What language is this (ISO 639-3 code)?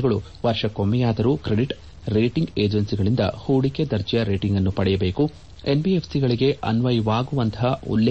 kan